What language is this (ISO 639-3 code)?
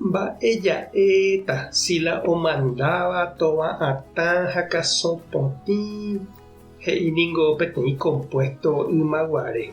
grn